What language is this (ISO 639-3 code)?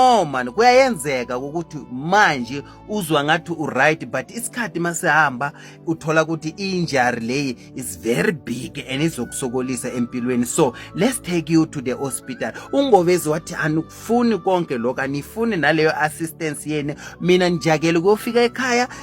zul